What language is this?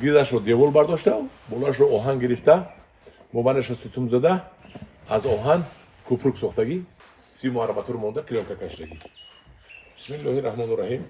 Tajik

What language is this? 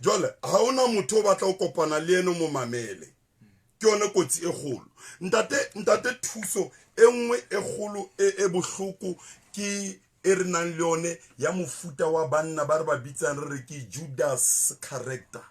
Southern Sotho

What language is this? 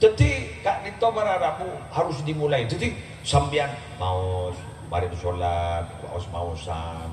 Madurese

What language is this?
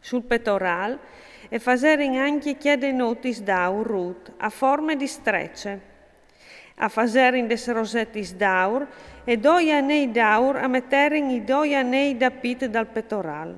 Friulian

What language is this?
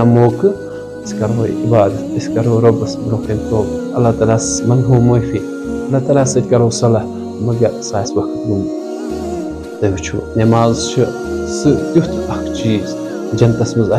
Kashmiri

